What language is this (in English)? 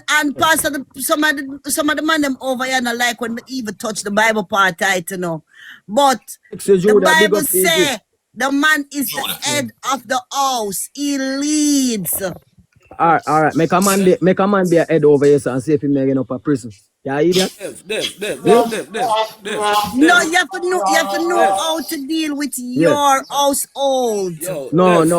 Jamaican Creole English